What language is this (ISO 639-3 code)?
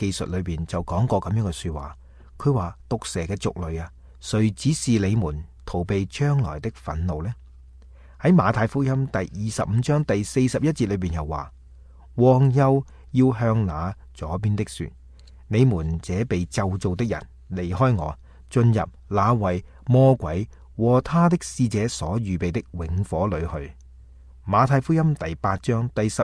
yue